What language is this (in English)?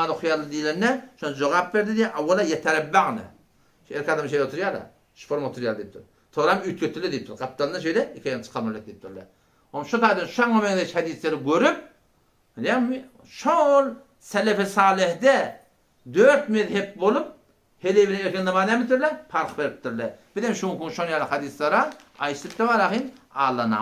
Turkmen